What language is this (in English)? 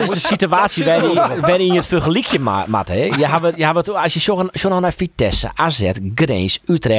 Western Frisian